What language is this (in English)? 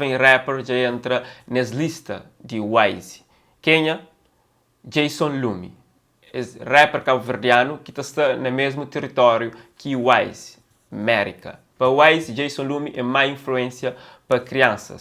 Kabuverdianu